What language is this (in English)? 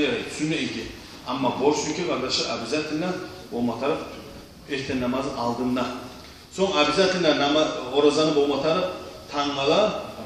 Kumyk